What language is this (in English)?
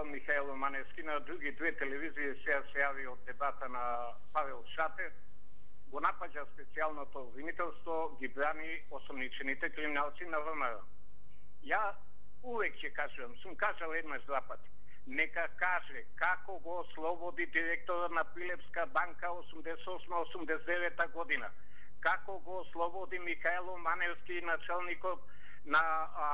Macedonian